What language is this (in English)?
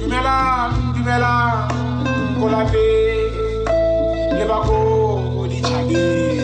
Tswana